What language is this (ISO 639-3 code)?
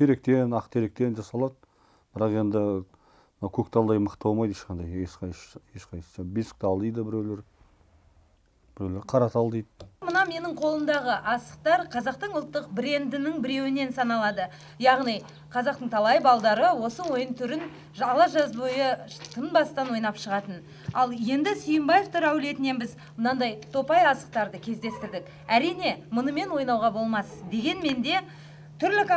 kaz